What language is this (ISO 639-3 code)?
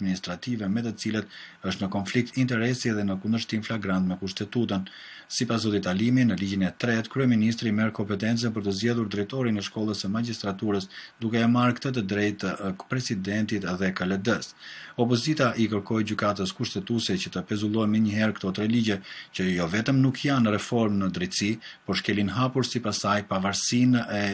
sqi